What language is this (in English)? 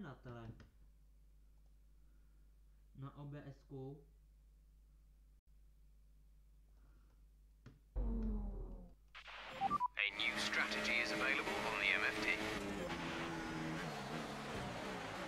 Czech